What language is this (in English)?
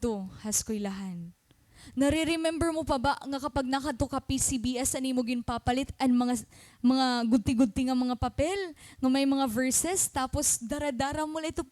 Waray